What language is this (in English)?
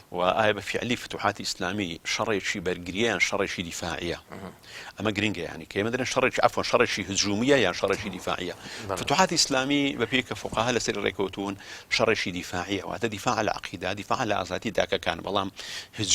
Central Kurdish